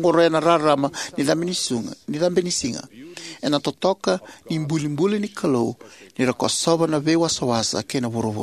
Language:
Fijian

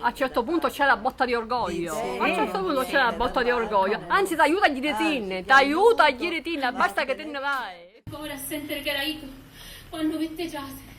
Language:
Sicilian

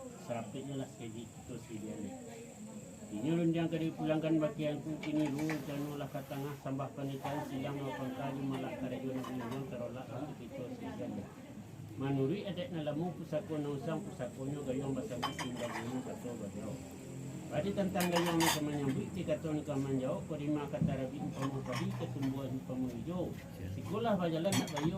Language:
Minangkabau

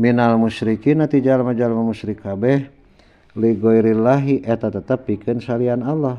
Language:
Sundanese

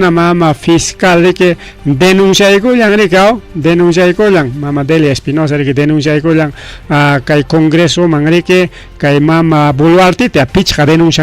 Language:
Ayacucho Quechua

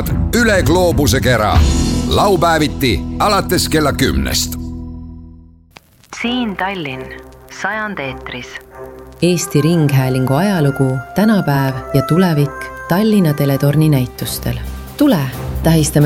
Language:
Estonian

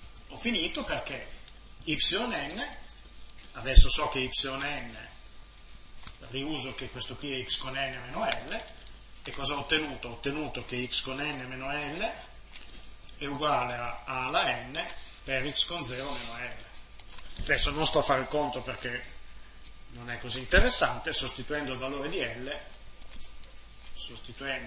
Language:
Italian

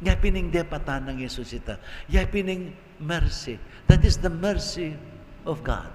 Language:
Pampanga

